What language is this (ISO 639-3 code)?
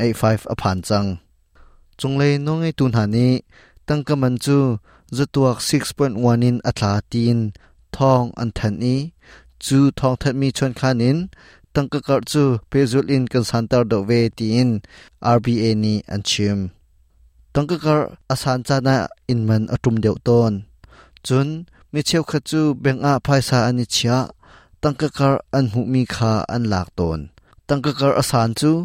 cnh